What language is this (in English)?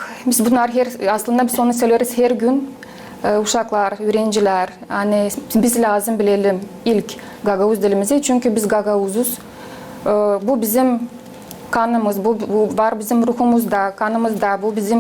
Gagauz